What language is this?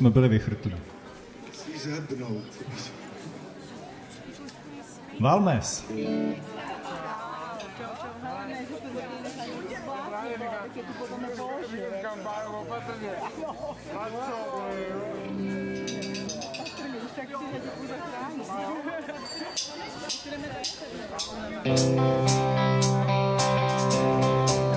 Czech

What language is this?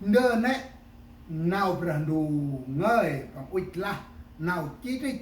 Central Mnong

